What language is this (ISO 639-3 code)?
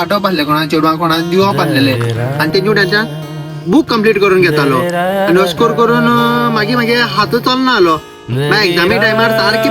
kok